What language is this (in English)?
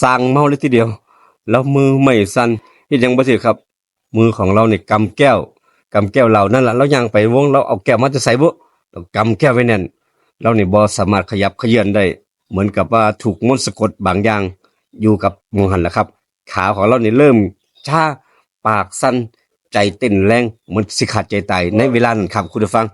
Northeastern Thai